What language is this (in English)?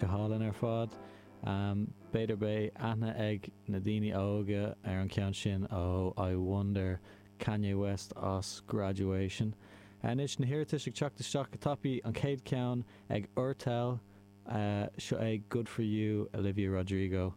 Irish